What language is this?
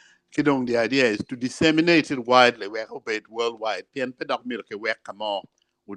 Acoli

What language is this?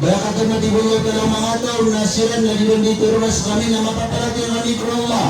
Maranao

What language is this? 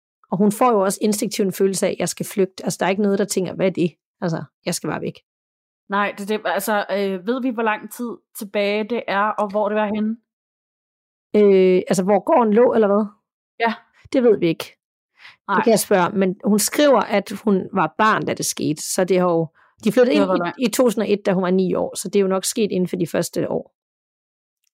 Danish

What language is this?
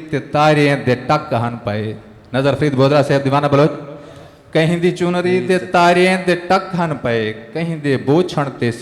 Saraiki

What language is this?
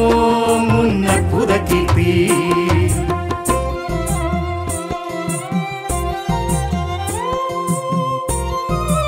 Tamil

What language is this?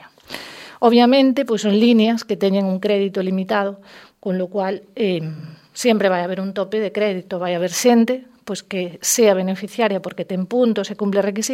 Galician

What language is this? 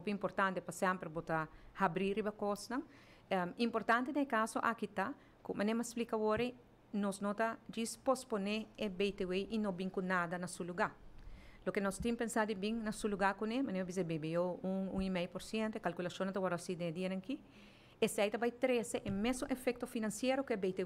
Papiamento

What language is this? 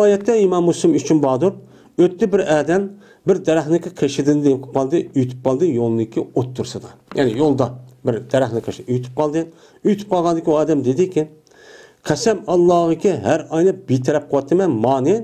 Uyghur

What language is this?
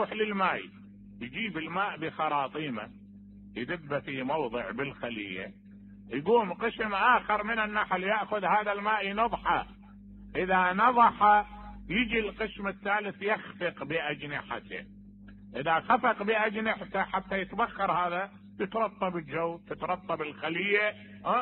Mesopotamian Arabic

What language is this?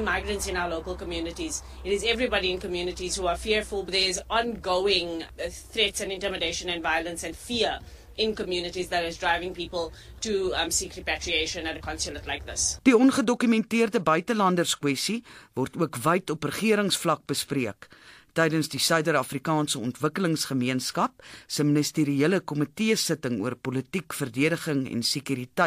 Afrikaans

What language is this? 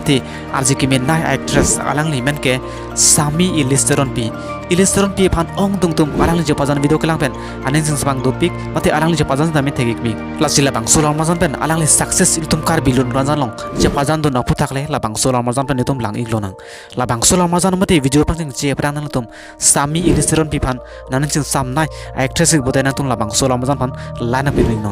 Karbi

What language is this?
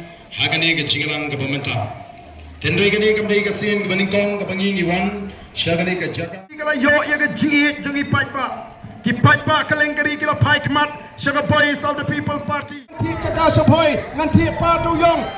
Khasi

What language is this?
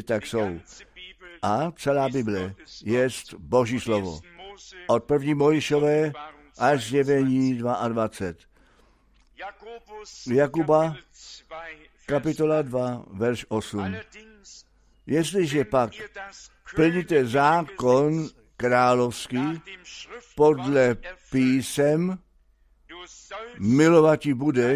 Czech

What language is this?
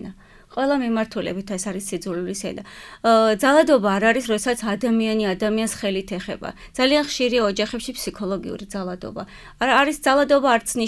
Georgian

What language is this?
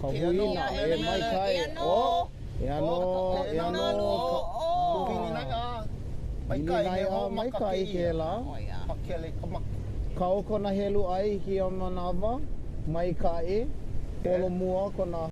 Hawaiian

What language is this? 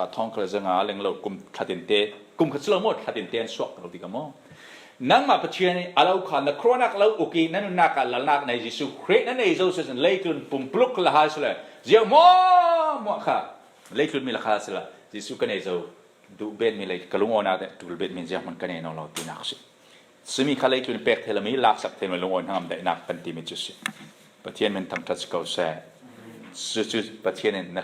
Falam Chin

